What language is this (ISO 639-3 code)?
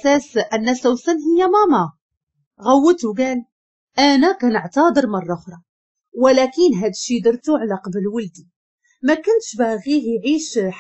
ary